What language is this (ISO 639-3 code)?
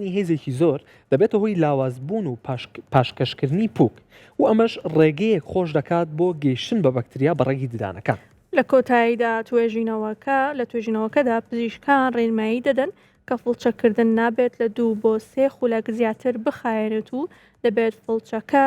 ckb